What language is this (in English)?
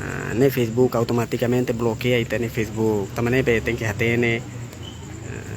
Tetum